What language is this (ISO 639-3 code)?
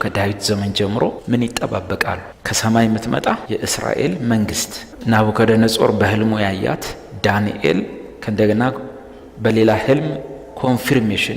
amh